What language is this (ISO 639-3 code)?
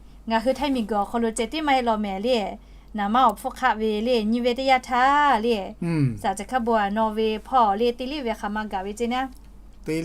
lhu